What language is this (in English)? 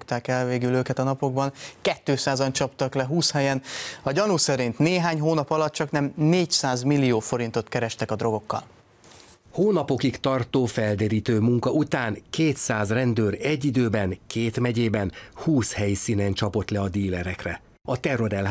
Hungarian